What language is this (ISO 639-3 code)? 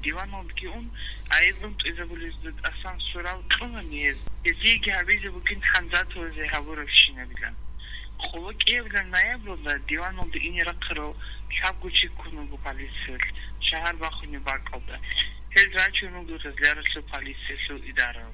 ava